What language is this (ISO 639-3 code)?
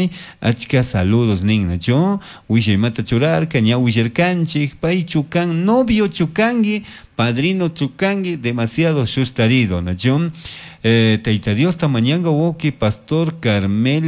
qug